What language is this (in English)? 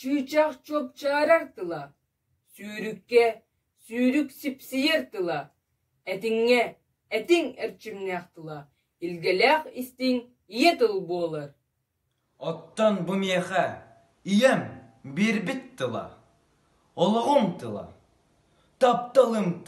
Yakut